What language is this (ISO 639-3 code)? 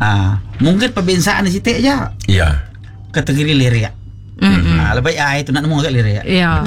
iba